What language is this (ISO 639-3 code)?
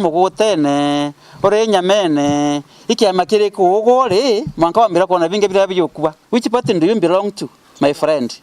mer